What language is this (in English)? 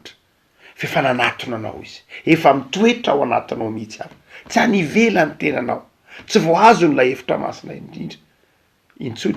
Malagasy